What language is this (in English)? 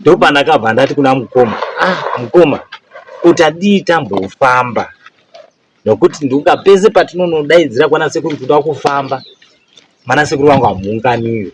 Shona